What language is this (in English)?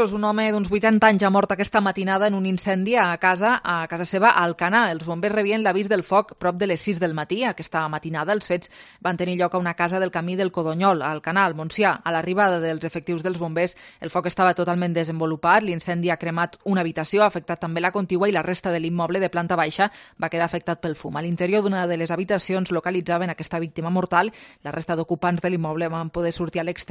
Catalan